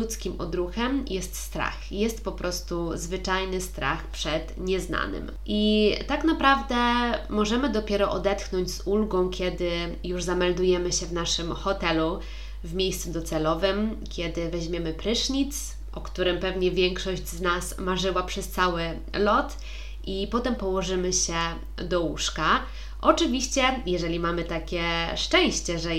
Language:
Polish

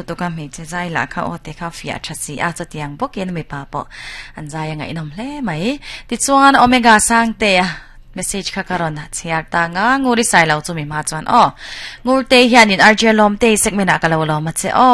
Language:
Mizo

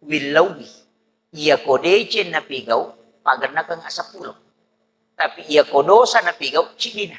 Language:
Buginese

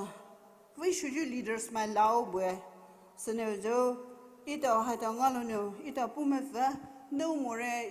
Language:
Poumei Naga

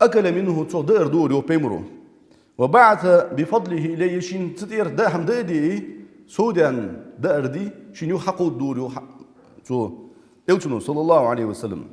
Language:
Ingush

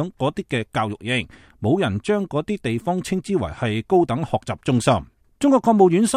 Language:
Cantonese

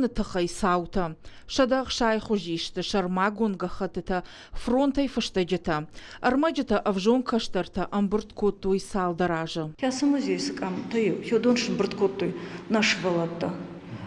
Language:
Ossetic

